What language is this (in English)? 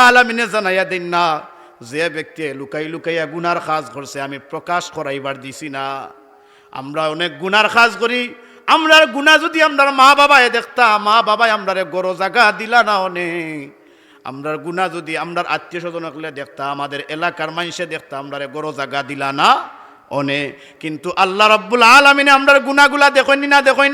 Sylheti